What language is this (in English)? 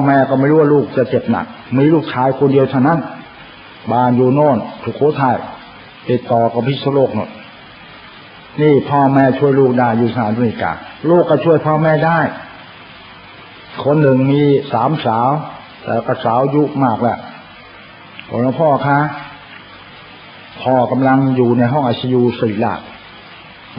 Thai